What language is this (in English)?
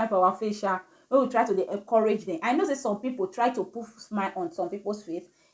Nigerian Pidgin